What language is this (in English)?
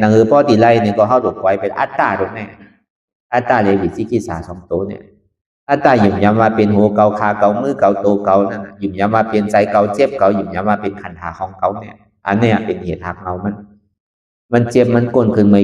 Shan